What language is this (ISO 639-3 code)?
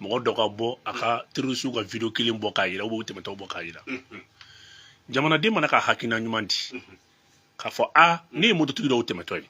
bam